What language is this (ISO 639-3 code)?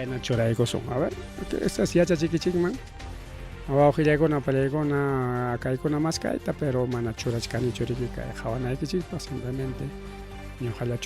quy